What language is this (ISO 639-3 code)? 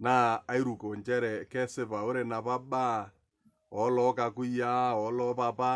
mas